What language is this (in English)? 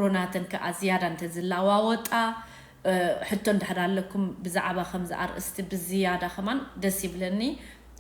Tigrinya